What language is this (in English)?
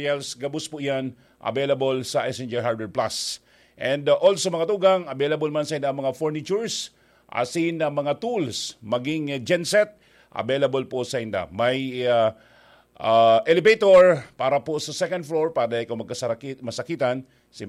Bikol